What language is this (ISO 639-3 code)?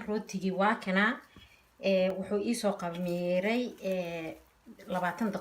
som